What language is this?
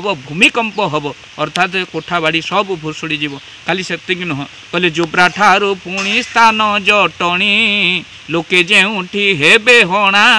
Odia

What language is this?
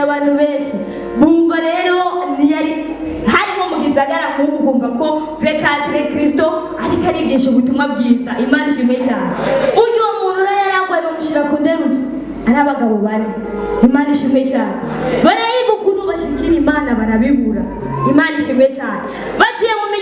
Rundi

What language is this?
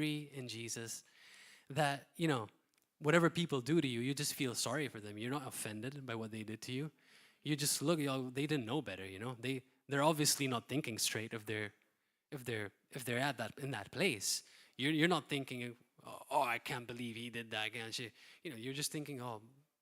English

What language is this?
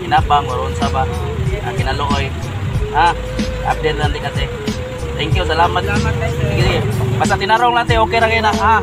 Cebuano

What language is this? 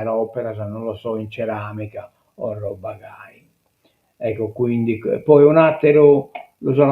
Sardinian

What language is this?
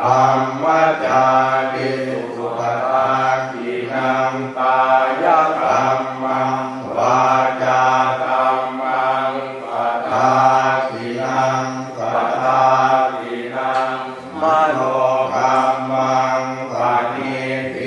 Pali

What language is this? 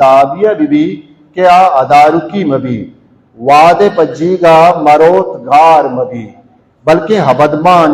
Baluchi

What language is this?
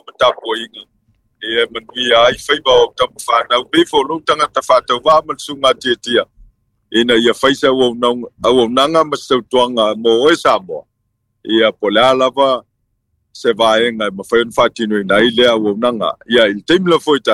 Samoan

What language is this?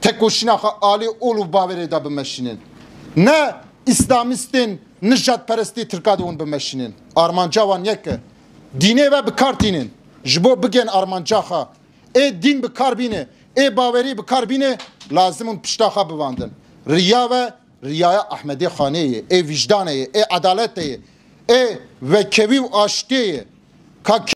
Kurdish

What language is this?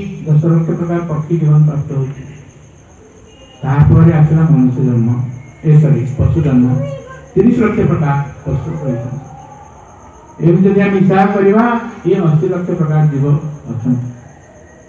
Odia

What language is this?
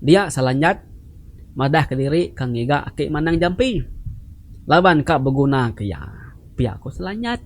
Iban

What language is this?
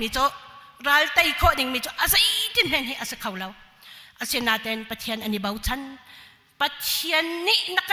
Hakha Chin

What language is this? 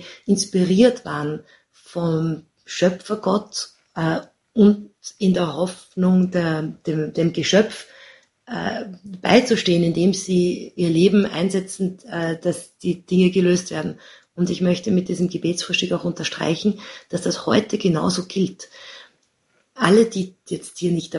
German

